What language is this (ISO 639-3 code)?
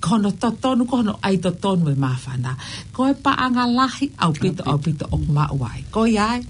ton